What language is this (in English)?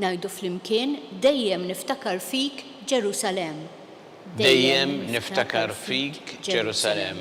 Maltese